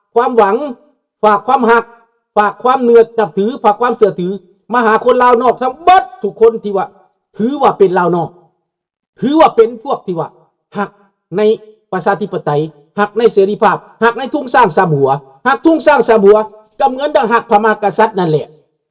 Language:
Lao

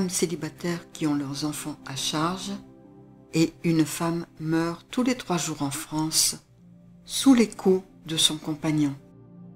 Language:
French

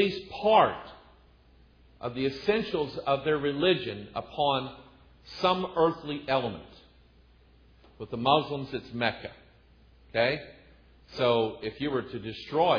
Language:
English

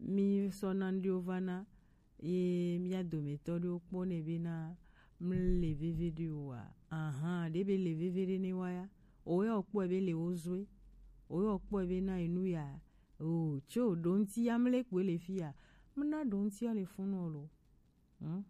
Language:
Gen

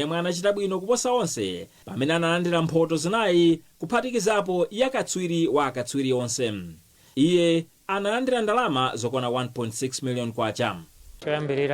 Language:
Nyanja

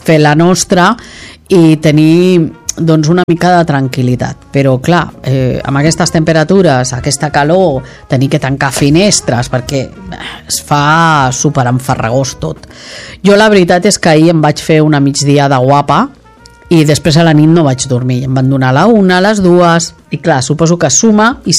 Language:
Catalan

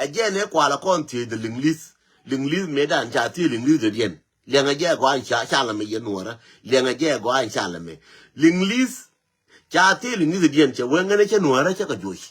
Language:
Nuer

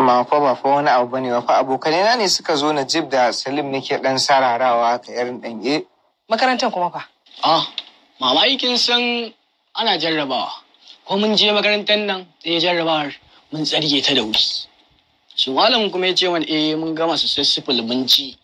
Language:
Hausa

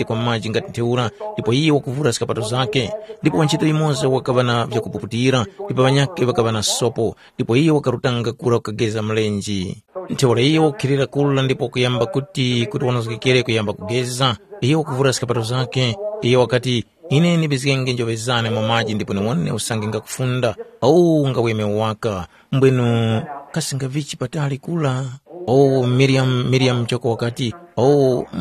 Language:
Tumbuka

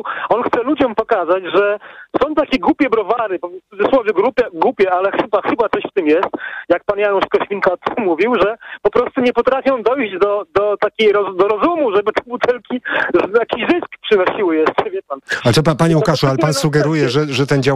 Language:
Polish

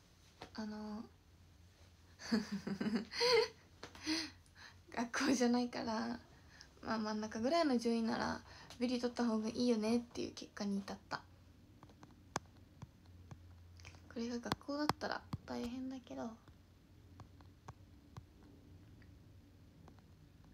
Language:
Japanese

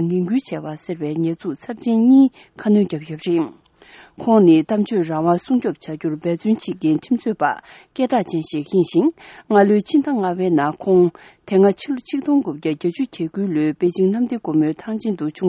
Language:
Tibetan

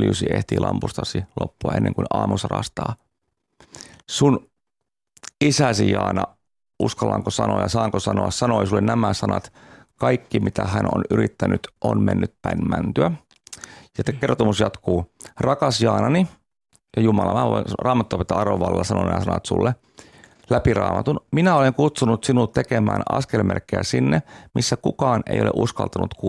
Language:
Finnish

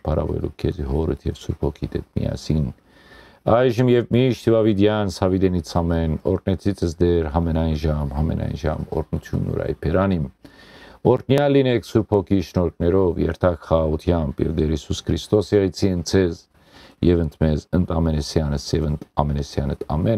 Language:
Western Armenian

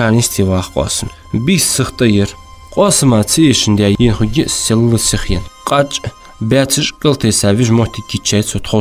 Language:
Ingush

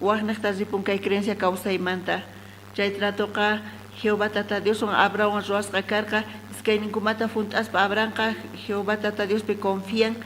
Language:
South Bolivian Quechua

